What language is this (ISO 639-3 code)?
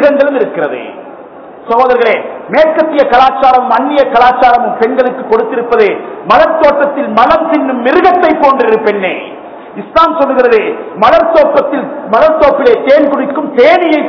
tam